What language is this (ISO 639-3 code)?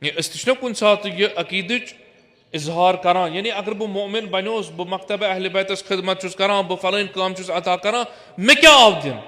kas